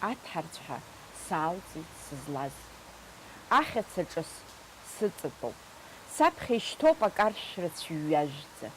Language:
Abkhazian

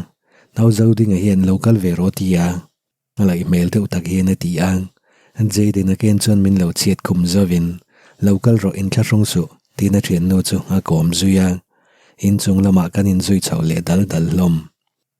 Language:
Mizo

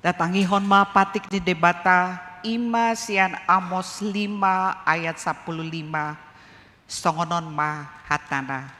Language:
Batak Toba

